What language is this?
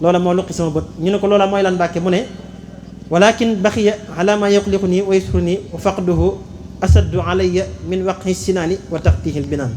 Wolof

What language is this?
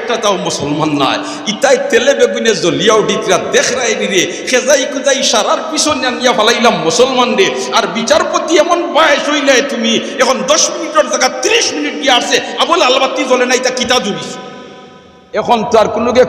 Sylheti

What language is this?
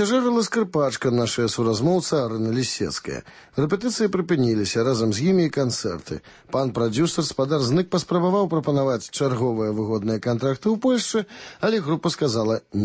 Belarusian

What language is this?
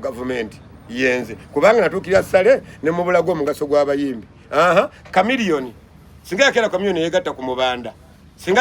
Ganda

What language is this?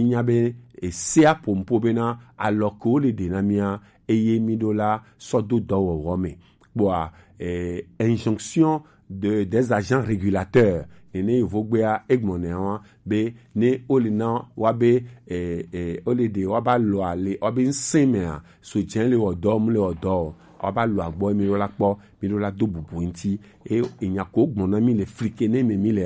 Gen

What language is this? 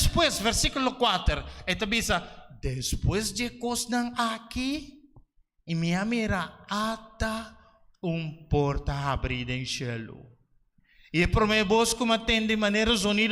Papiamento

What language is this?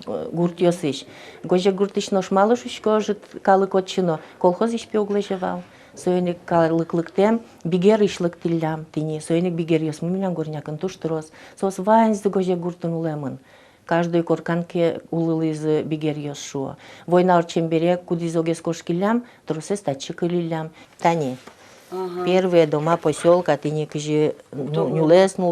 Udmurt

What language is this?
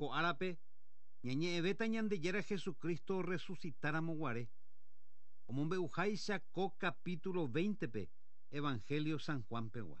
Guarani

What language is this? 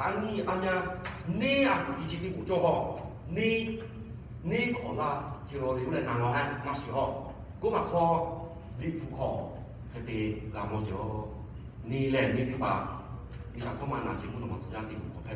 Lahu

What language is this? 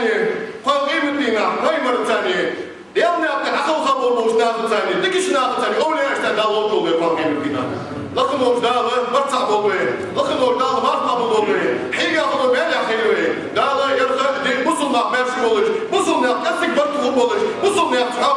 Ingush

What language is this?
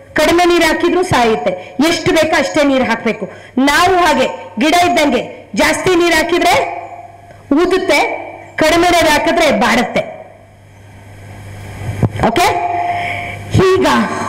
Kannada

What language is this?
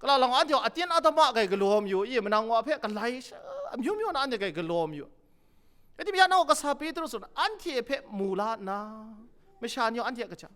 Kachin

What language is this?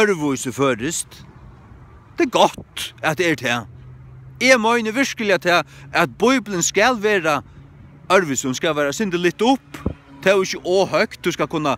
Faroese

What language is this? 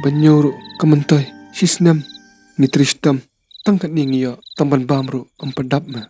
Khasi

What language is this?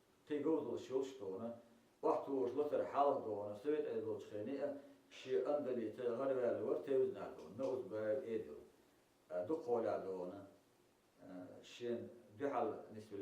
Chechen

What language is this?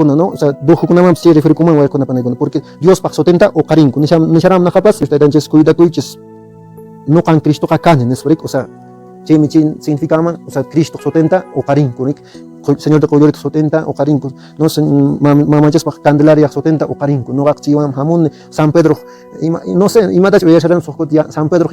Quechua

